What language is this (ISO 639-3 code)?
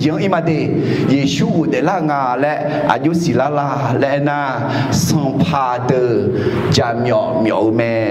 ahk